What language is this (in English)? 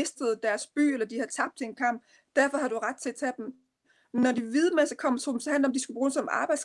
Danish